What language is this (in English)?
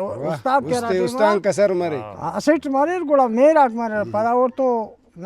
Brahui